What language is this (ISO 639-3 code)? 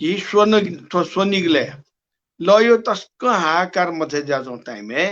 new